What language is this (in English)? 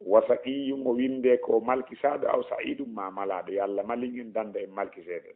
Fula